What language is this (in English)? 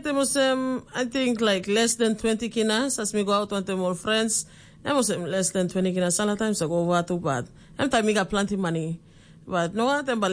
Tok Pisin